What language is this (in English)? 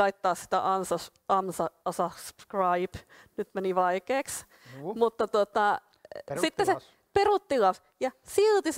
Finnish